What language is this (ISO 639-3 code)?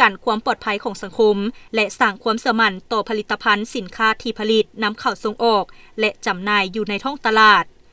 lao